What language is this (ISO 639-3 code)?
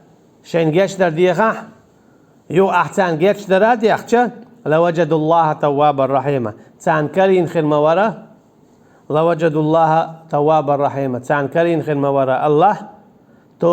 che